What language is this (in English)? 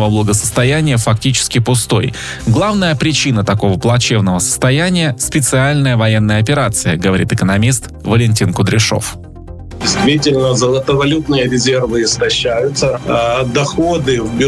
Russian